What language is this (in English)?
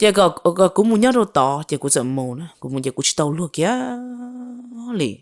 Hmong